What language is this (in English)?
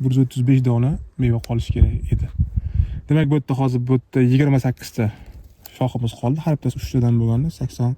Uzbek